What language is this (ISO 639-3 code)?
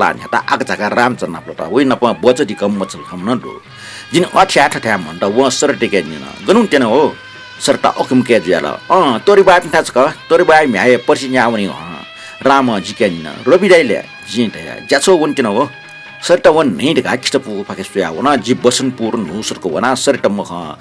new